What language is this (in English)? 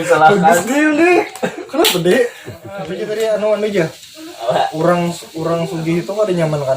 Banjar